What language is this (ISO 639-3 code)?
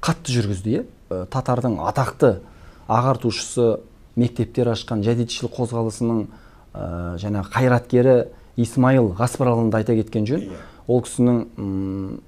kaz